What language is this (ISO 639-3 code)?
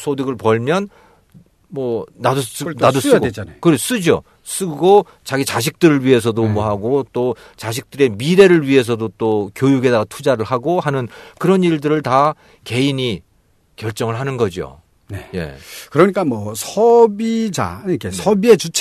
kor